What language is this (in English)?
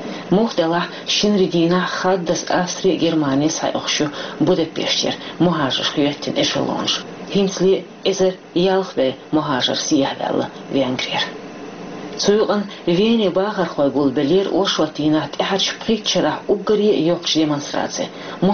Chechen